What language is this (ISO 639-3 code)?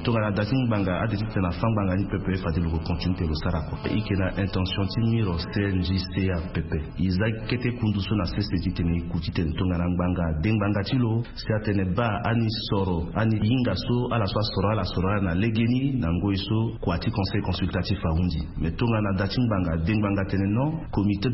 sag